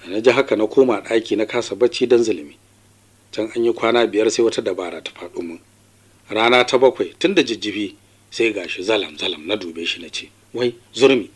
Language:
Hausa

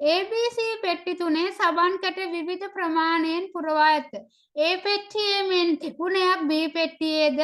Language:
Sinhala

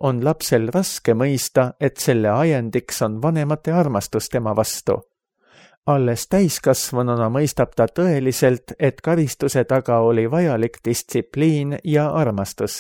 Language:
Estonian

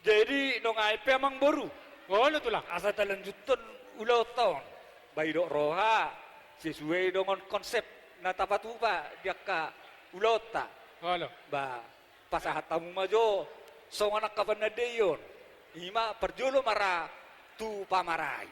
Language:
Batak Toba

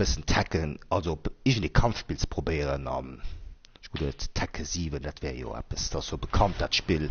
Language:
Luxembourgish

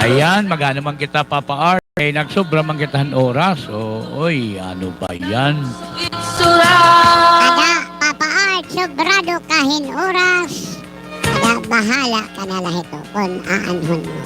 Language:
Waray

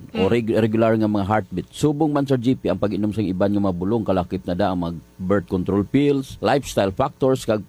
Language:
Hiligaynon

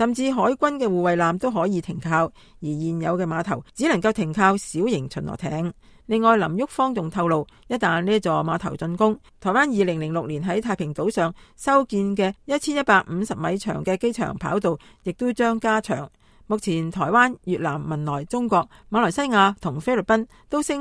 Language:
Cantonese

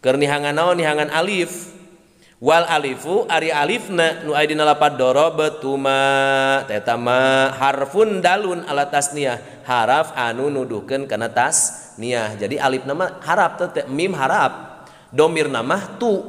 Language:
Sundanese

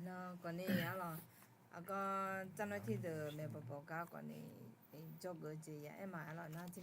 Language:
Akha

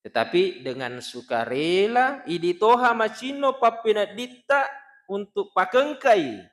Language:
Buginese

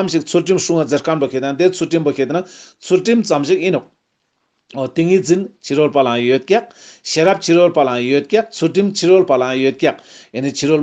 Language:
Ladakhi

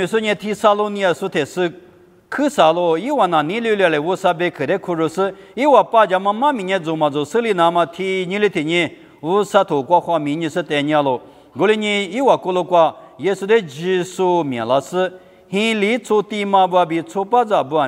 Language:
Lisu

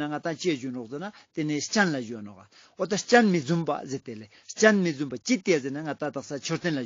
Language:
Ladakhi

